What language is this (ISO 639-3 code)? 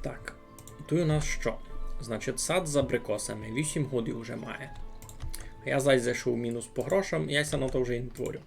rue